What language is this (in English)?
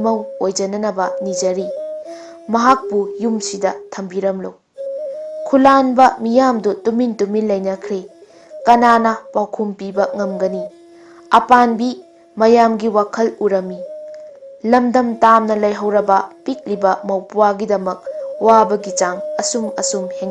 Manipuri